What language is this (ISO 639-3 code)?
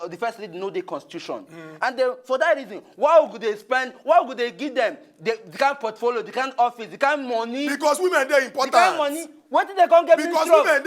pcm